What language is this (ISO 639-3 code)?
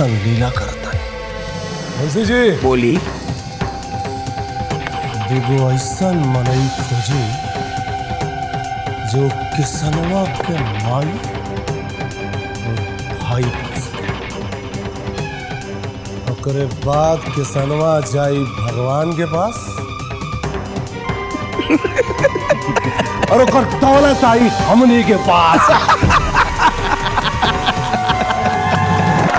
bho